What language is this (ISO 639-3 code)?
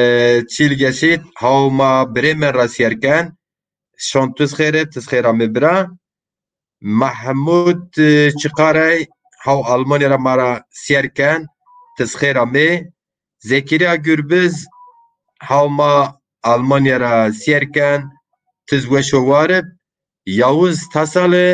zza